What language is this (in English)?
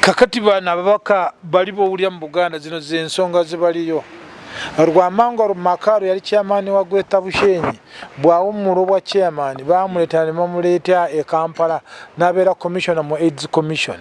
Ganda